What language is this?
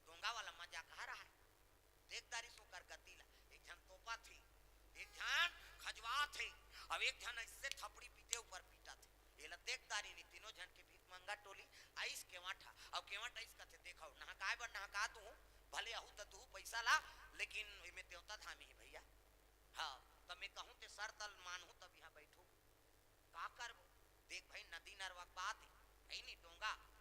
Chhattisgarhi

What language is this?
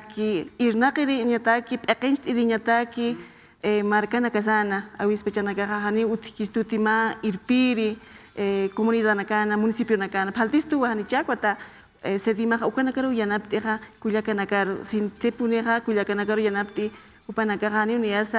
Aymara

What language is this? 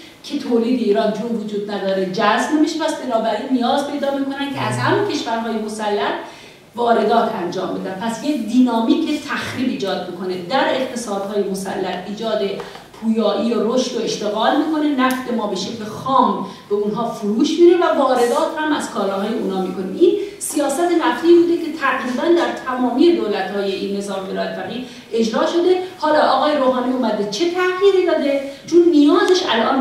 Persian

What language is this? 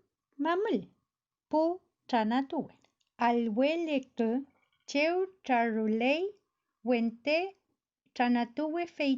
Mapuche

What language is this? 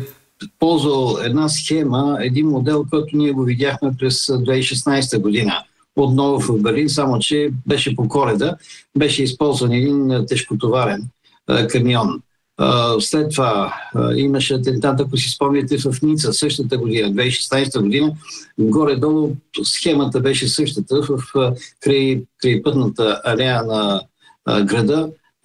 Bulgarian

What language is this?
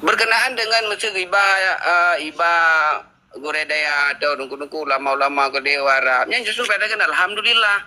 Achinese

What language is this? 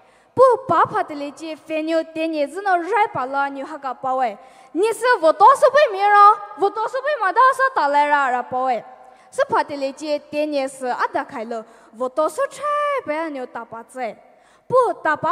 Poumei Naga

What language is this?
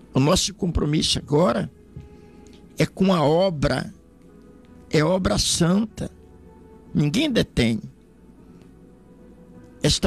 Portuguese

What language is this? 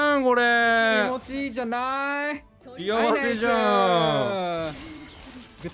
Japanese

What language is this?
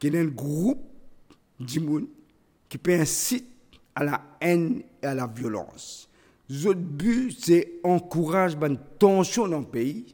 Morisyen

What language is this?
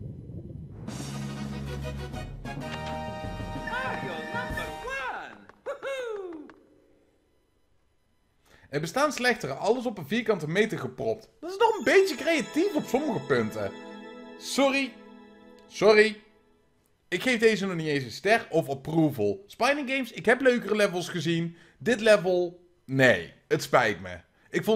Dutch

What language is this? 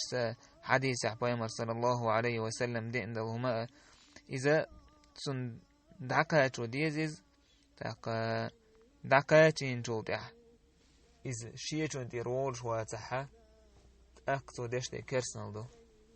Chechen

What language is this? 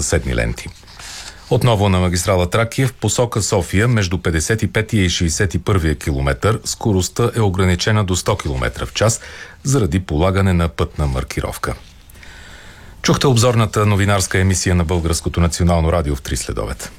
Bulgarian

